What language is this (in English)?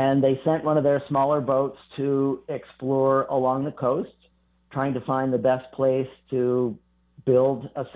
English